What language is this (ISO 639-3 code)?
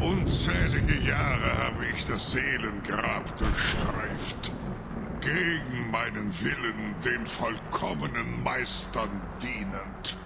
bar